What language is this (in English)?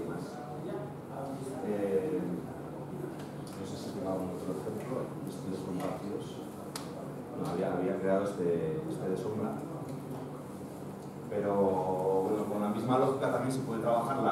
Spanish